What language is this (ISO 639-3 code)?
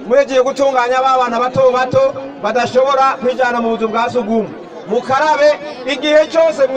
run